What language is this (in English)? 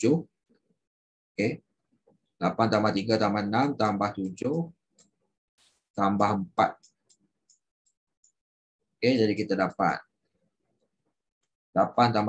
Malay